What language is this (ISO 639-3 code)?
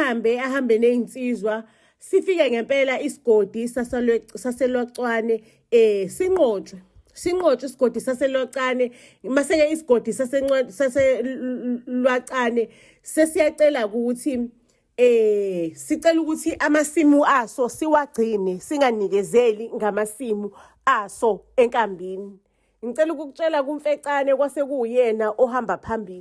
zul